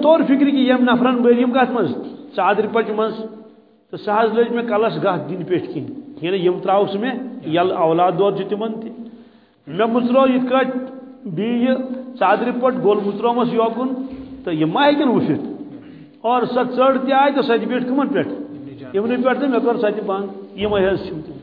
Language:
Kashmiri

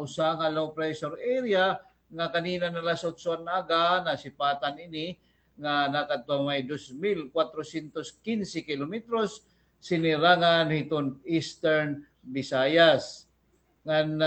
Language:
Waray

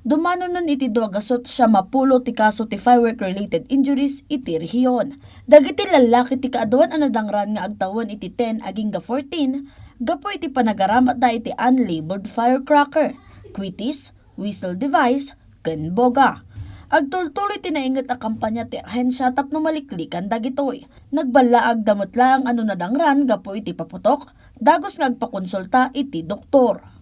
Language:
Iloko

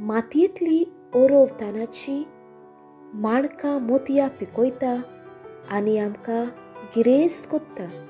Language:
Konkani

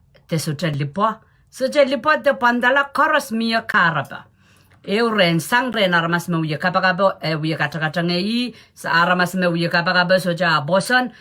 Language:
Pohnpeian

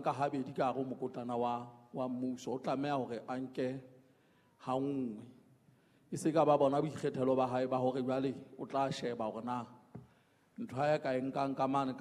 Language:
Southern Sotho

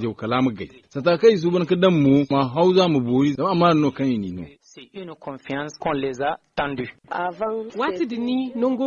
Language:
Zarma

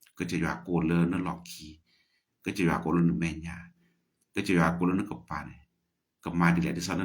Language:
S'gaw Karen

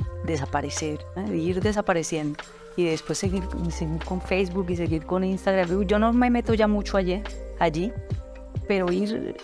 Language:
Spanish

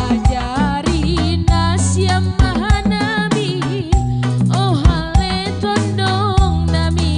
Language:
Batak Simalungun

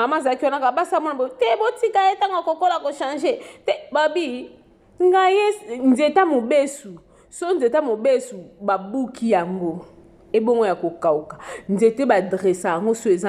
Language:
Lingala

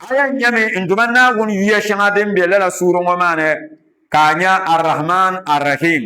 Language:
Dagbani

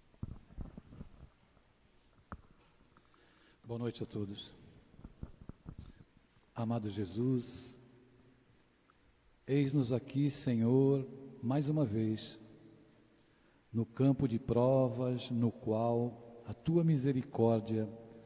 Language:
Portuguese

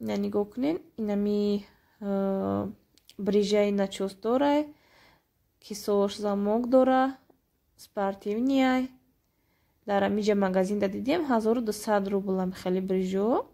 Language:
Tajik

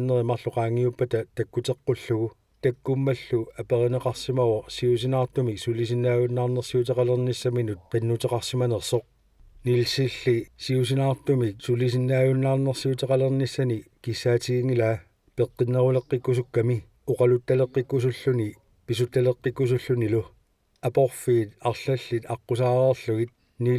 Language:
Kalaallisut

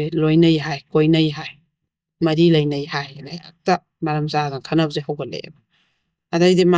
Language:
Manipuri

